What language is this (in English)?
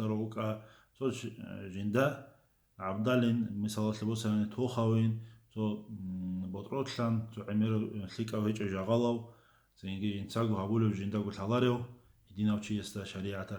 Avaric